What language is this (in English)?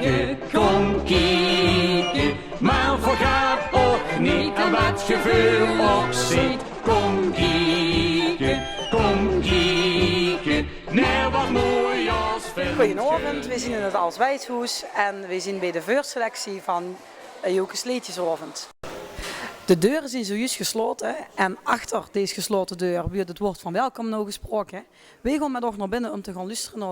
Limburgish